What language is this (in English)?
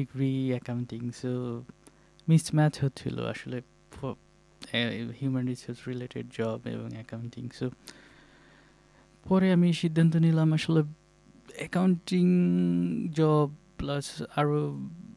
Bangla